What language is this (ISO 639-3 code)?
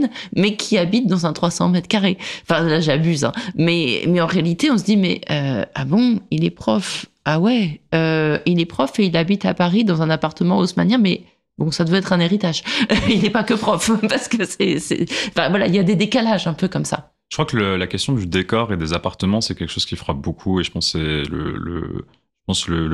fra